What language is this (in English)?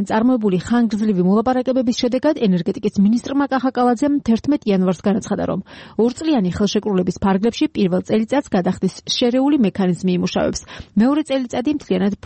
Georgian